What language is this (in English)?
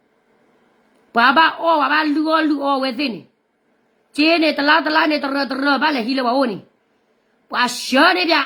S'gaw Karen